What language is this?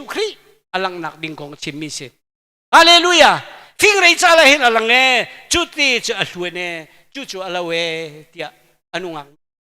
Hakha Chin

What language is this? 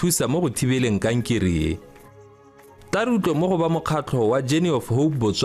Tswana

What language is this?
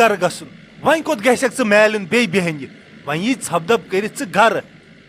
Kashmiri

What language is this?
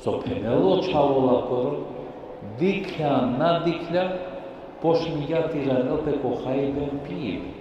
Balkan Romani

